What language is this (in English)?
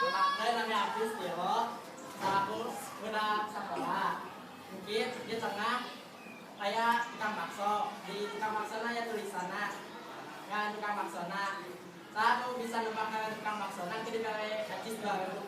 Sundanese